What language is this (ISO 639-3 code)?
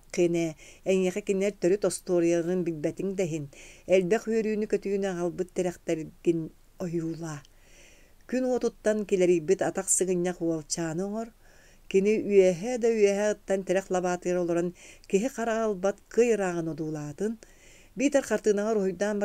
sah